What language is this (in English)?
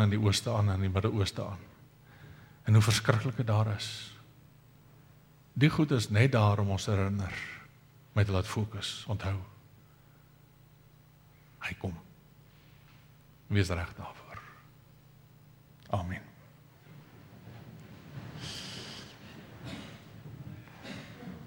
Afrikaans